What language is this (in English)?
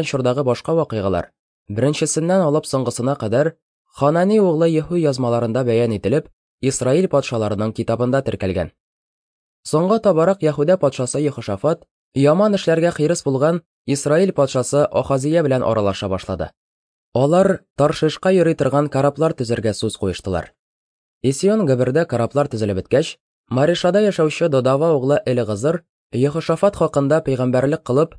Tatar